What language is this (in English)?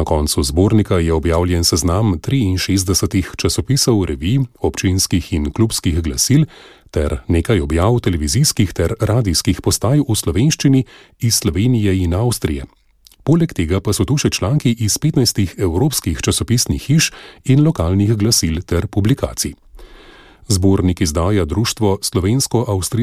Slovenian